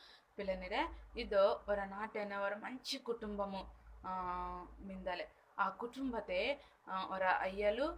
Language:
Koya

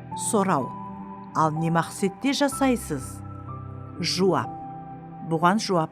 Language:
Kara-Kalpak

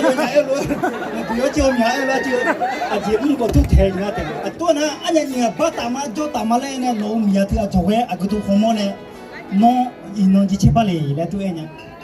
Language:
Akha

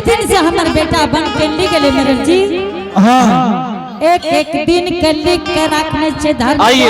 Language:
Angika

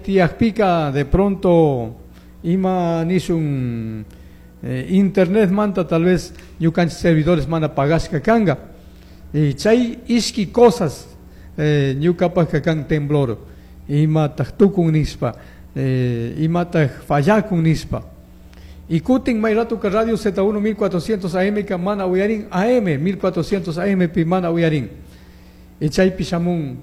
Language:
Chimborazo Highland Quichua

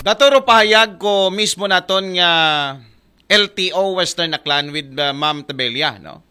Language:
Aklanon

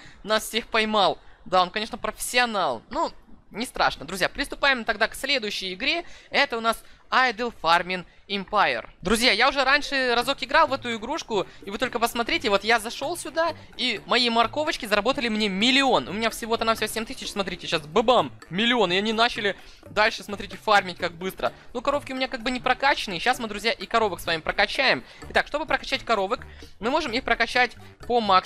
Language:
Russian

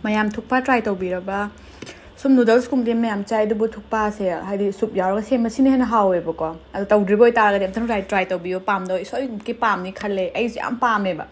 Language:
Manipuri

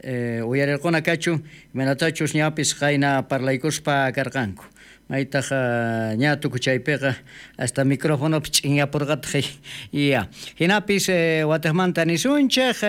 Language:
South Bolivian Quechua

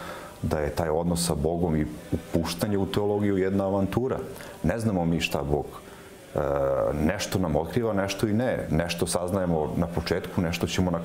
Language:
Serbian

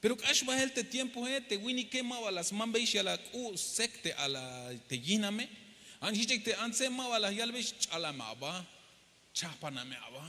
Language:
Tzeltal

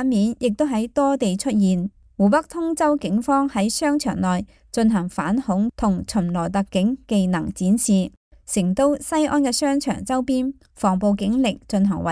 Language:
Cantonese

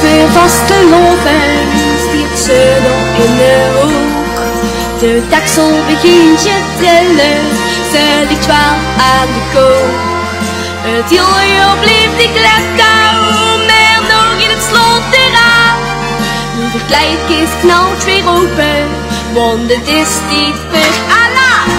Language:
Limburgish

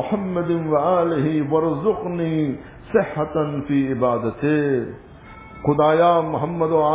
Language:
Urdu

